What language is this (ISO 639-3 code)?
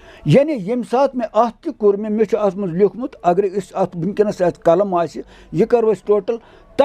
kas